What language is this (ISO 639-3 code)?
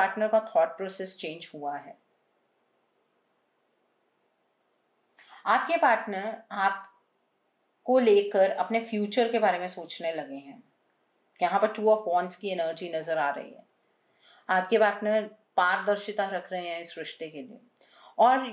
hin